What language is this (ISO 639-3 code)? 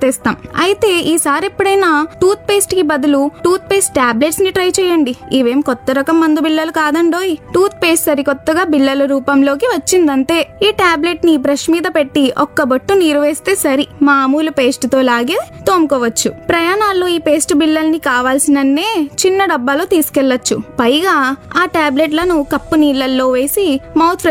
tel